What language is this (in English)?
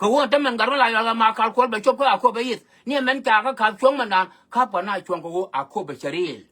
Nuer